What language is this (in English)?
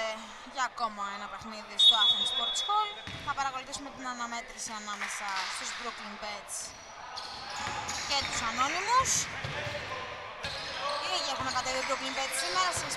Greek